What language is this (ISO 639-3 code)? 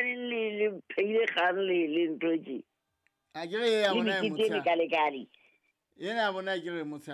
sot